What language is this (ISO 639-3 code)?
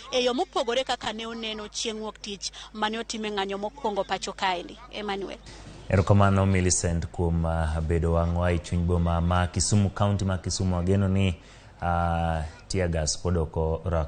luo